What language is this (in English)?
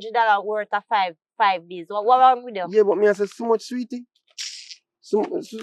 Jamaican Creole English